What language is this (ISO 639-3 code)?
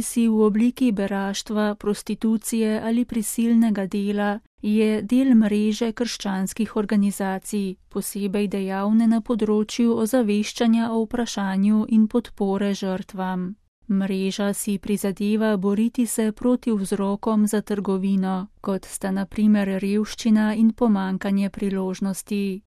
slv